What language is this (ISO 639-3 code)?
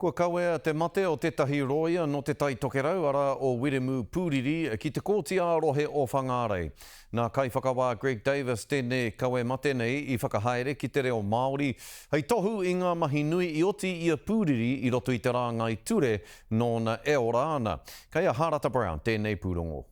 mri